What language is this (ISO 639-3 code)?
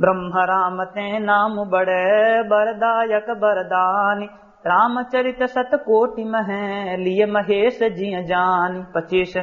awa